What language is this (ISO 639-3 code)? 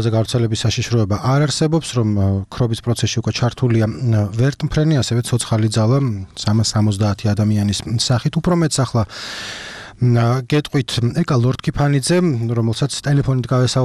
kat